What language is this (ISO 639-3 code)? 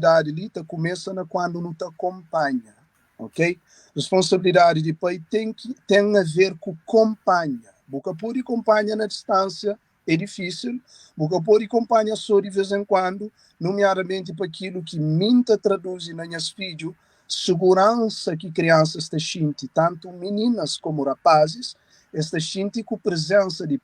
kea